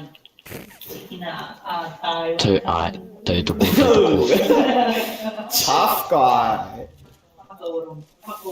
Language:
Māori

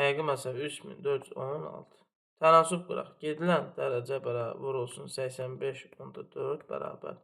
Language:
Azerbaijani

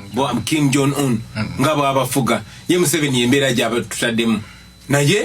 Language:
Ganda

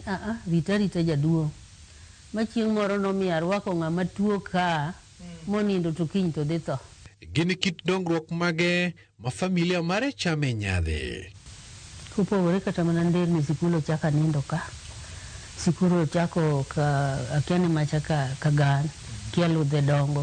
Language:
Luo (Kenya and Tanzania)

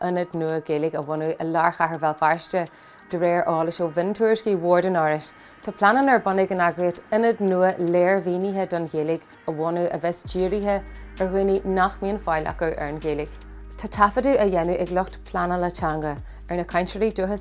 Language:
Irish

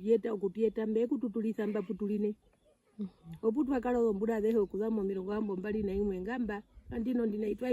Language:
Herero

